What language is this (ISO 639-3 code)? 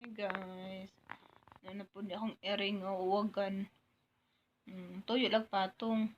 ceb